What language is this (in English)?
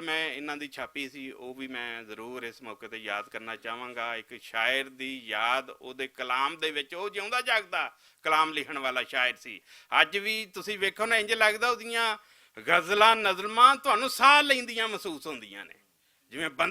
Western Panjabi